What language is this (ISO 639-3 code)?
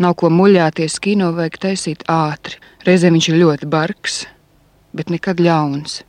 lav